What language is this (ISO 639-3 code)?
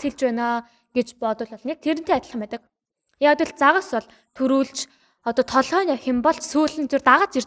mon